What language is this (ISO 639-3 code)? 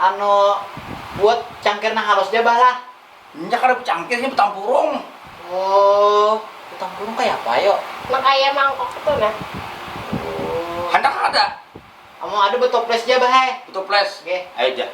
bjn